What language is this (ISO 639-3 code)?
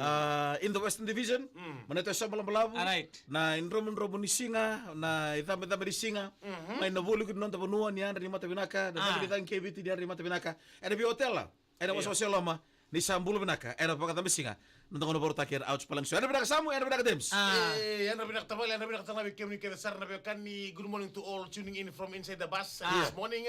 fij